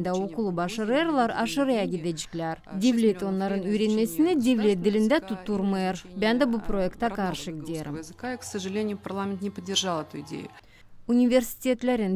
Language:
Gagauz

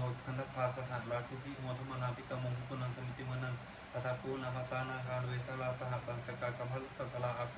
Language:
Pali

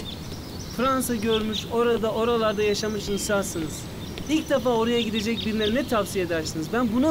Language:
Turkish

